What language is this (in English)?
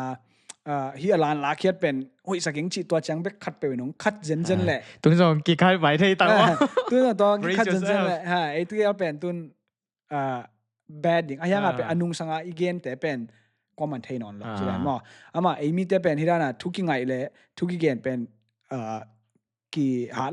Tedim Chin